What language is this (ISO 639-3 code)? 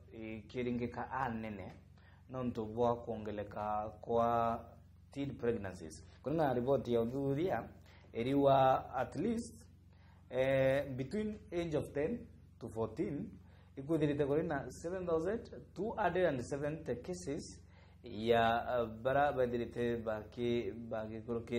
mer